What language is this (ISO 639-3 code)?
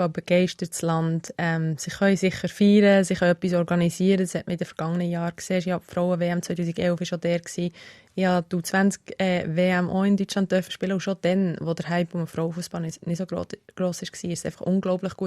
gsw